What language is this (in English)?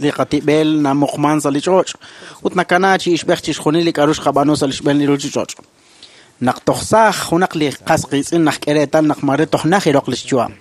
Kekchí